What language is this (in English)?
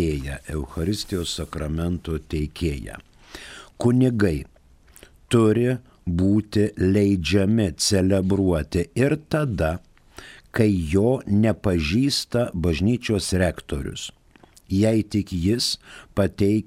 Lithuanian